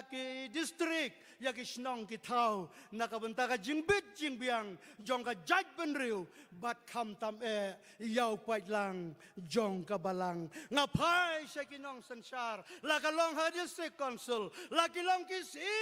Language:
Khasi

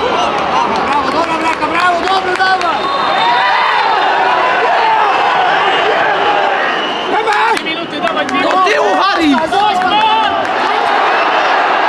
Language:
Polish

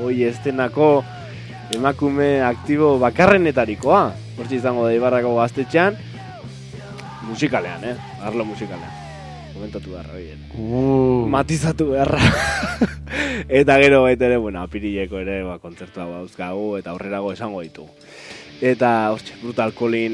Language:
Basque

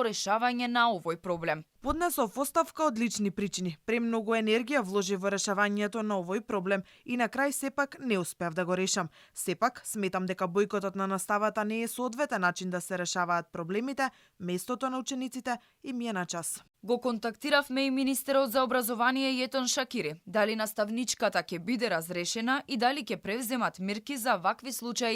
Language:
Macedonian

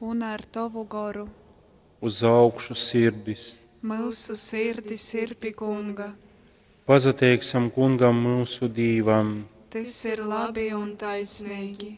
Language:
Latgalian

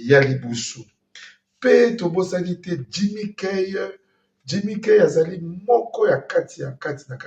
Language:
Lingala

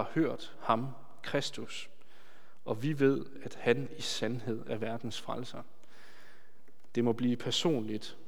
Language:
Danish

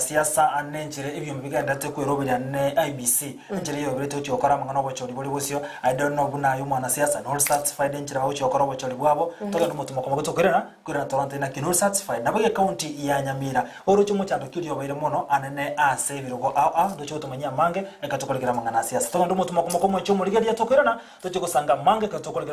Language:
Gusii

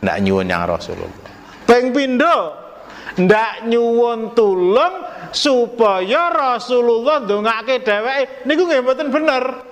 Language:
Javanese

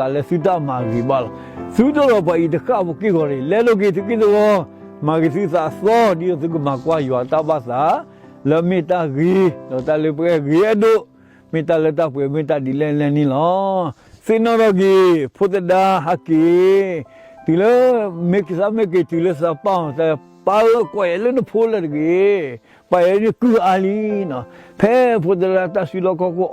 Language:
S'gaw Karen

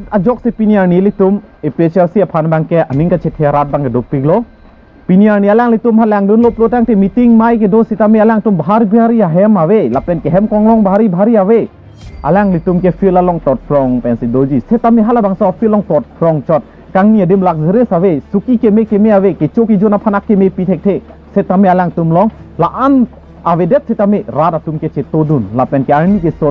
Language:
Karbi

